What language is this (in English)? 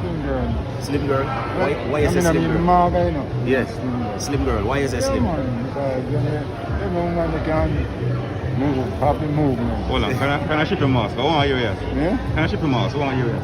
Jamaican Creole English